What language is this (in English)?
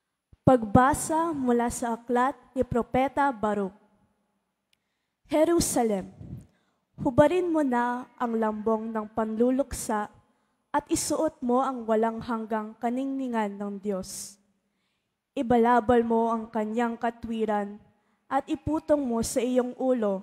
Filipino